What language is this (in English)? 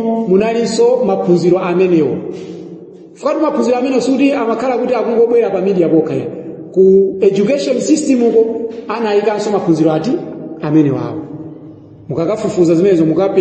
Nyanja